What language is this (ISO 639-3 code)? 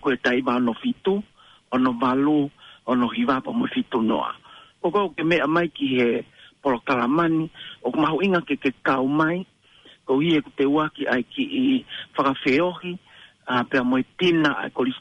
ton